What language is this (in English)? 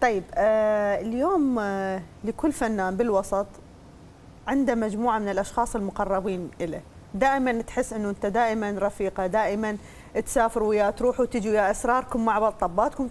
Mesopotamian Arabic